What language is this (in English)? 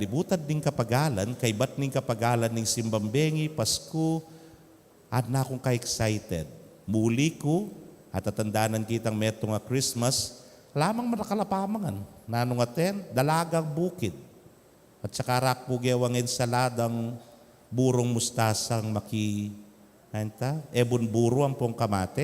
Pampanga